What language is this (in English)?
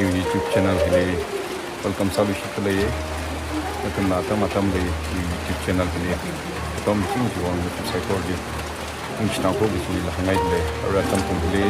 Tangkhul Naga (India)